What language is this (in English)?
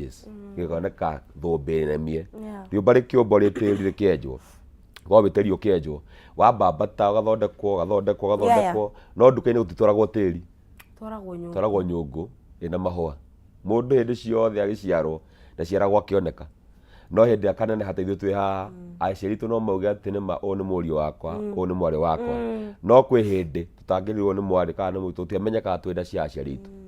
Kikuyu